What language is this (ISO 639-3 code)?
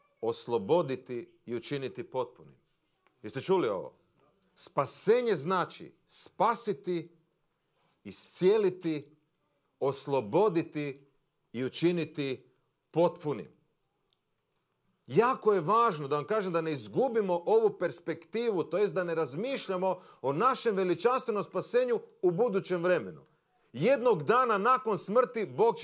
hrv